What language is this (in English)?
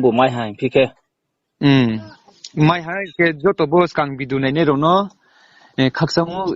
Riang (India)